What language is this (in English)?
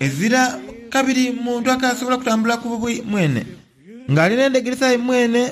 Soga